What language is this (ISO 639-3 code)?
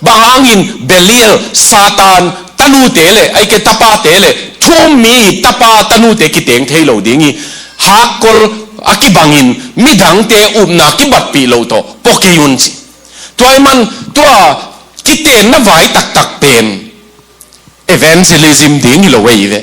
ctd